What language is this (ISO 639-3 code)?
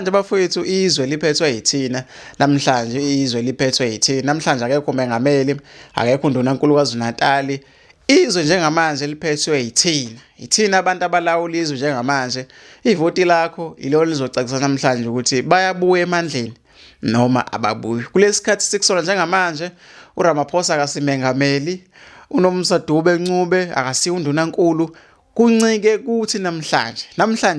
zul